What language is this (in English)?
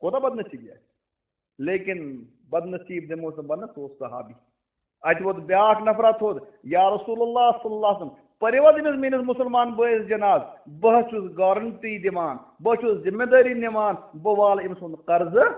Kashmiri